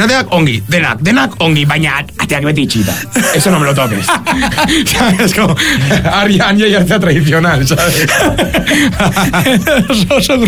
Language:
Basque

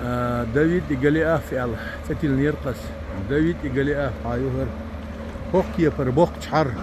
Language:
Chechen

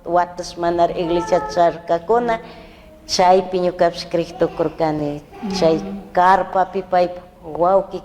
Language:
Chimborazo Highland Quichua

